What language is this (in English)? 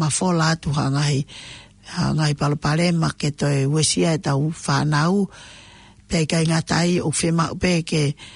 Tongan